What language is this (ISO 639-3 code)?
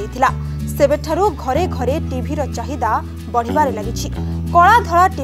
ori